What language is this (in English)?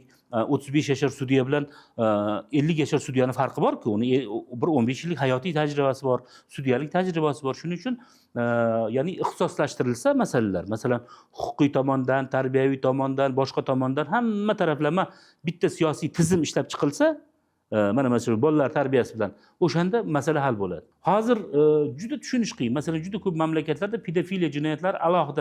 Uzbek